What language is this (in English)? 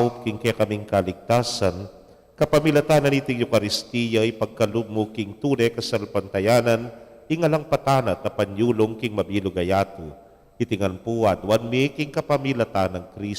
Pampanga